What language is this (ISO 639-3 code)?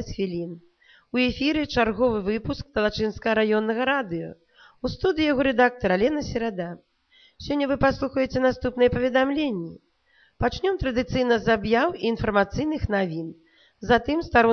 bel